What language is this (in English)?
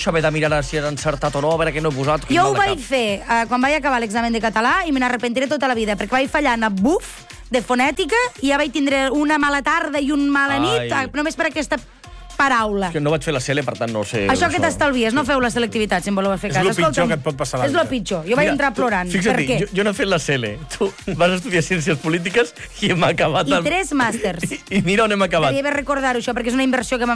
Catalan